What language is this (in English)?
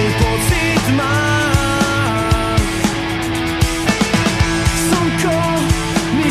Slovak